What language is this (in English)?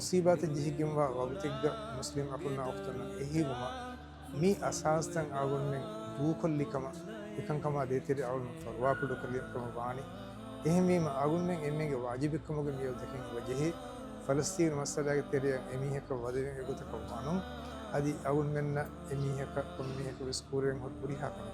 Divehi